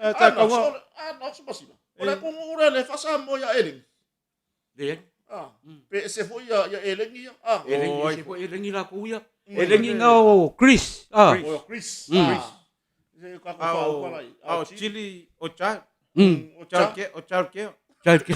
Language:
Samoan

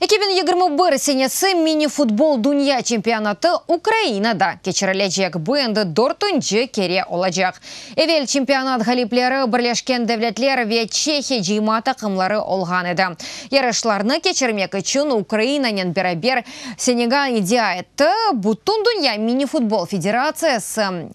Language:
Crimean Tatar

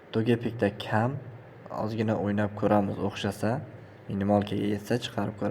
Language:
Uzbek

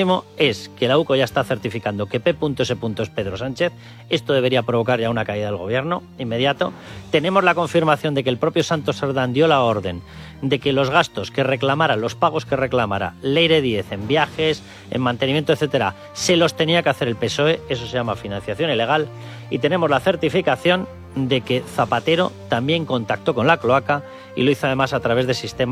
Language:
Spanish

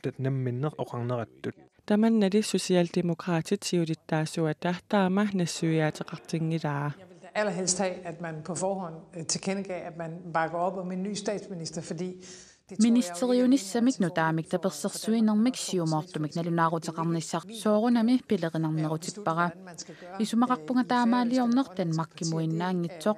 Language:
Kalaallisut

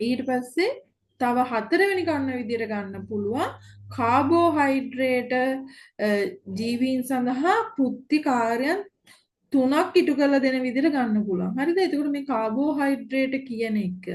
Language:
Sinhala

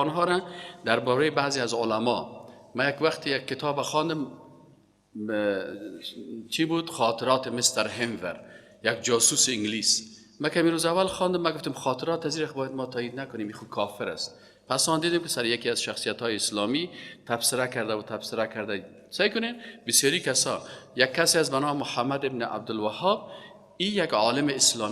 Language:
Persian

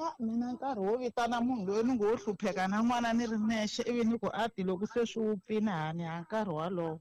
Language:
Tsonga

